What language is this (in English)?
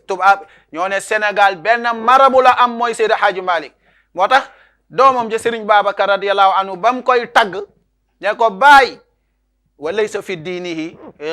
Wolof